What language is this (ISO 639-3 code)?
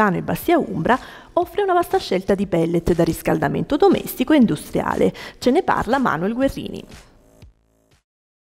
ita